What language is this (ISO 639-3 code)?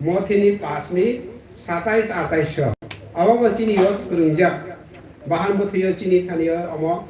trp